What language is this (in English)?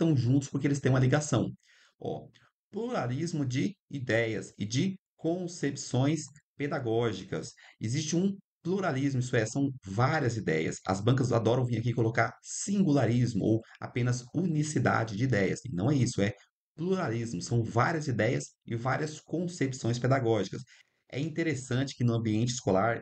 Portuguese